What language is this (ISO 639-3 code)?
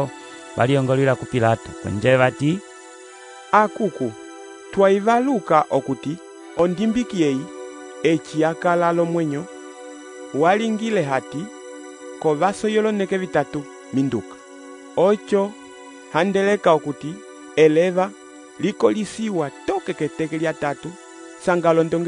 umb